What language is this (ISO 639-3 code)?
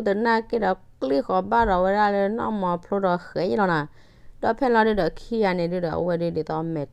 ksw